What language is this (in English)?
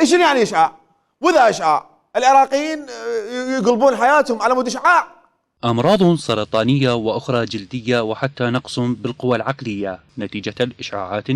Mesopotamian Arabic